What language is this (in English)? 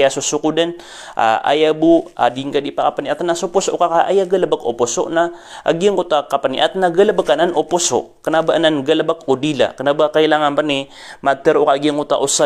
Maranao